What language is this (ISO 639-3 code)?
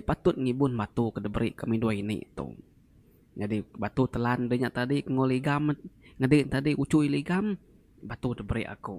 iba